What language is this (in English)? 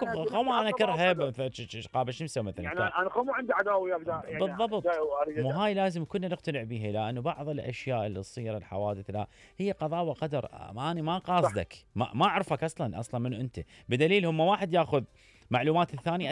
Mesopotamian Arabic